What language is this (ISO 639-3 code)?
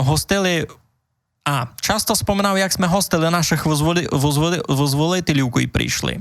rue